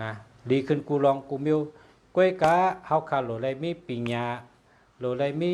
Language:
Shan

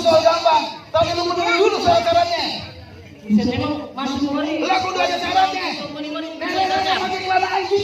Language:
Betawi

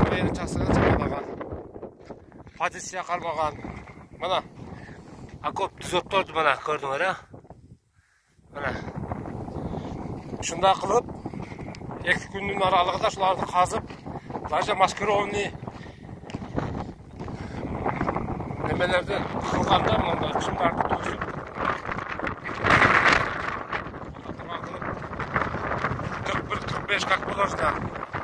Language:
Kyrgyz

